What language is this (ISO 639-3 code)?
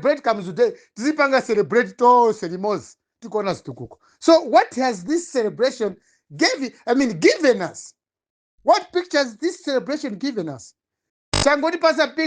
nya